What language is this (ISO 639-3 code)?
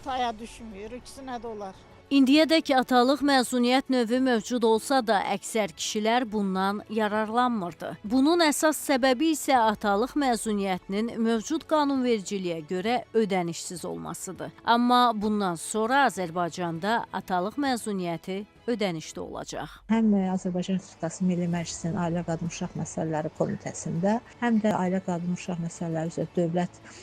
aze